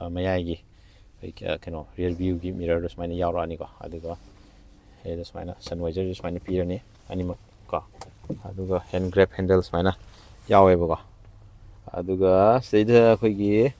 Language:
Manipuri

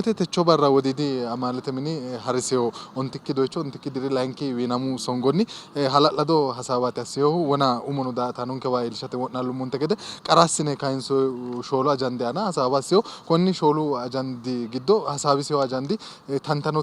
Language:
Sidamo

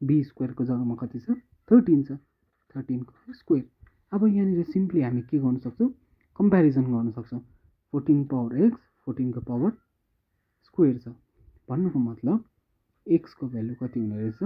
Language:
Nepali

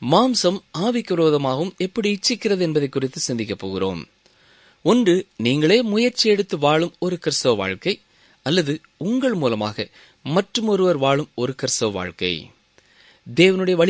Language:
Tamil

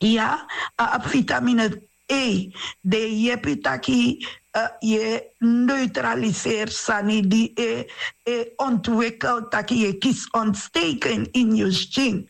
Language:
Sranan Tongo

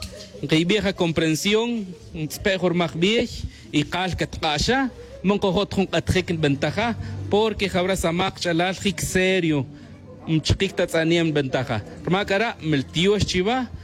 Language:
Tz'utujil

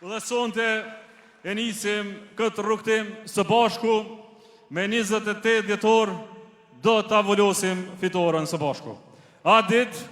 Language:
Albanian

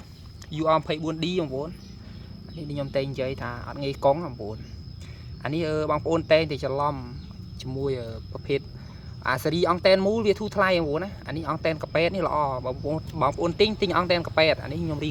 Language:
Khmer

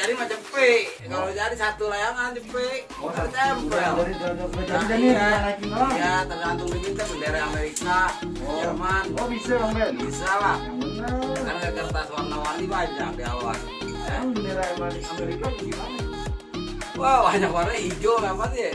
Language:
Betawi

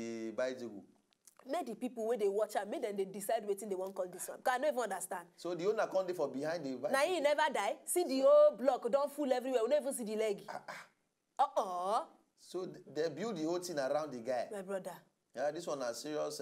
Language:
Nigerian Pidgin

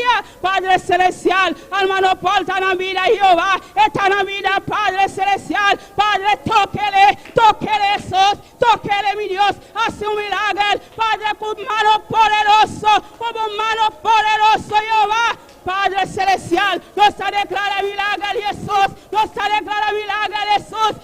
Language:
Papiamento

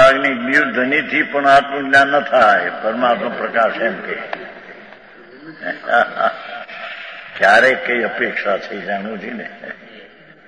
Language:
Gujarati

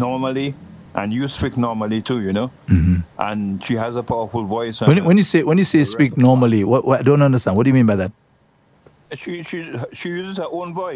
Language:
English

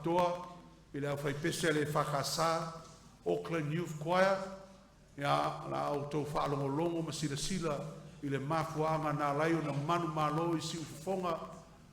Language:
Samoan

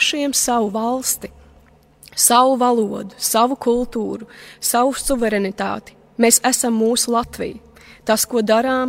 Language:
Latvian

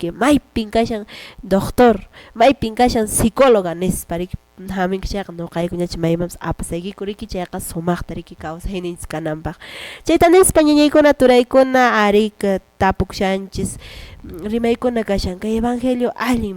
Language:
Quechua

